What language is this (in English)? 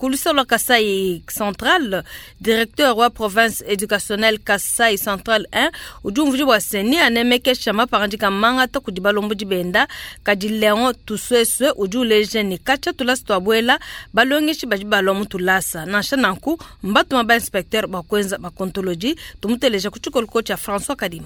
Luba-Lulua